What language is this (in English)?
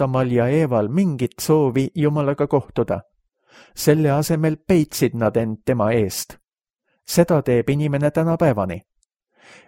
Estonian